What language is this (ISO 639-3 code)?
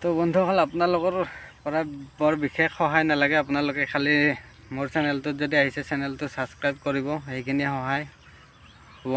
asm